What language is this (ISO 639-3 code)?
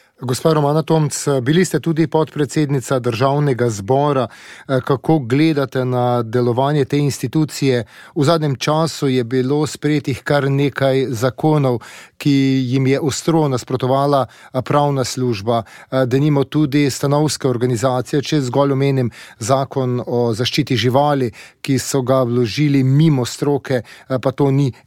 slv